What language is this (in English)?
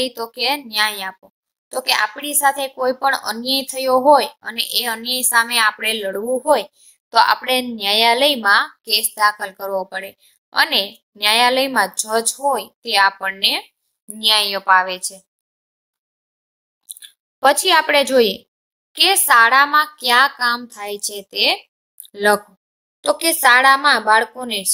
Gujarati